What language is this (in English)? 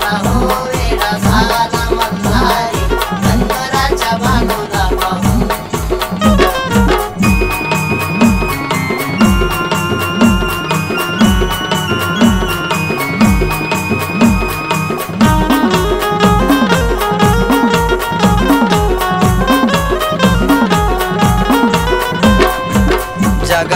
Marathi